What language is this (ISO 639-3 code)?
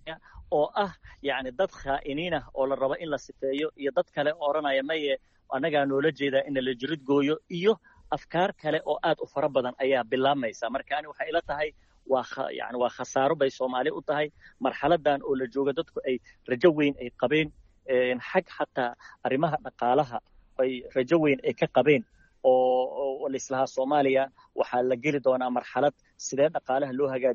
som